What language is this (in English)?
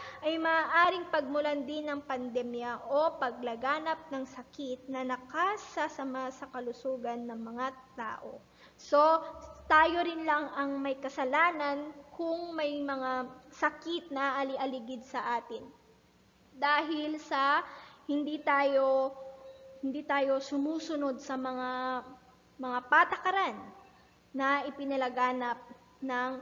Filipino